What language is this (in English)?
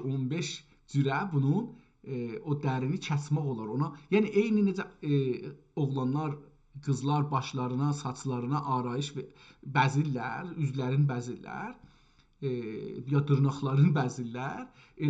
South Azerbaijani